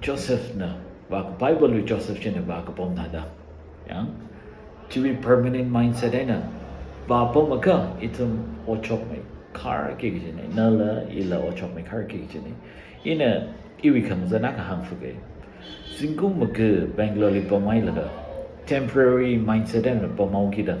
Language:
Tangkhul Naga (India)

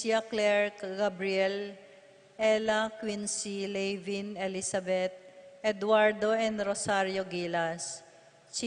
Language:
Pampanga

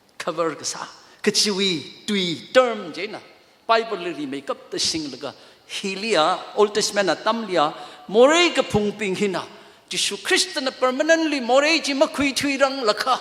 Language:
Tangkhul Naga (India)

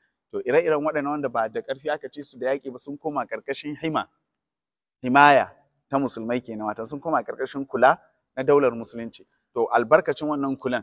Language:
Hausa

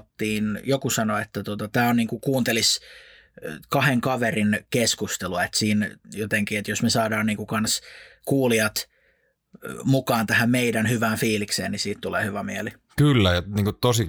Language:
Finnish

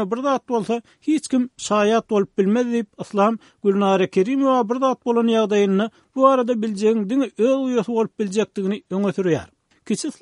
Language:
Turkmen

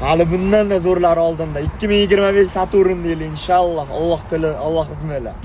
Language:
Uzbek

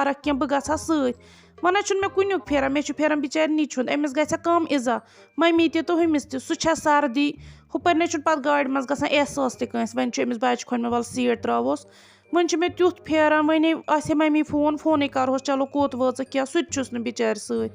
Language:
Kashmiri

